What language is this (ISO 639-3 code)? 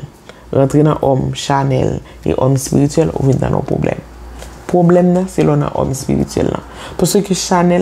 hat